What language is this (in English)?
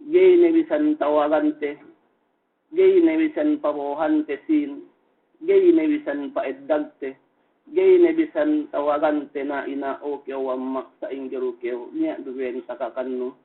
Yakan